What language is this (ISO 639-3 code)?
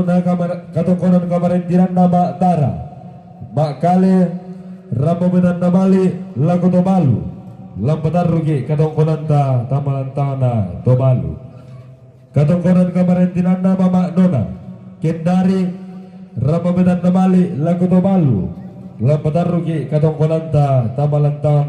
sda